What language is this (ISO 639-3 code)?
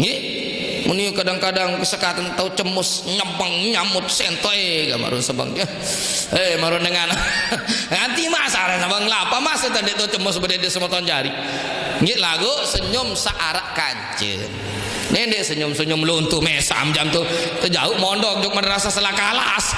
sas